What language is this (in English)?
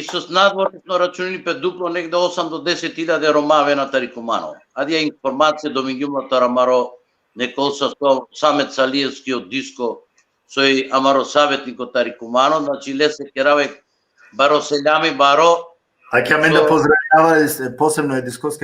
Balkan Romani